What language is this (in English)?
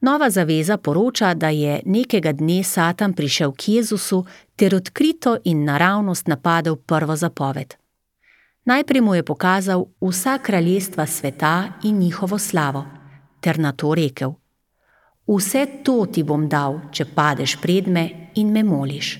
Slovenian